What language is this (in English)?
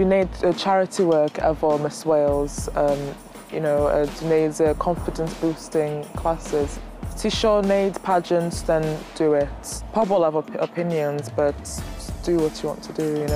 Welsh